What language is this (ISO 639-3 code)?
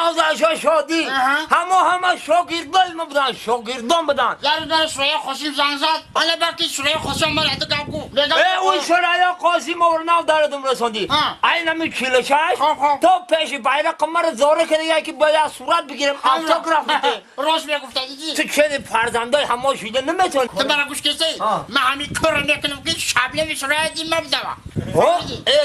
tgk